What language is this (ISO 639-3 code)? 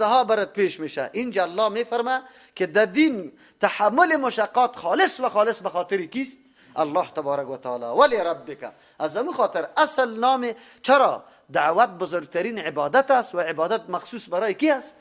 fas